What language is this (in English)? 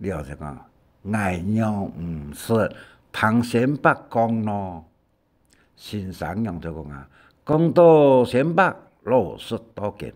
Hakka Chinese